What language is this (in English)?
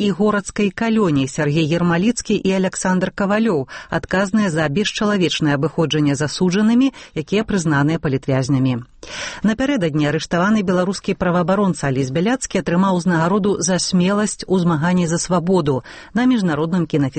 Belarusian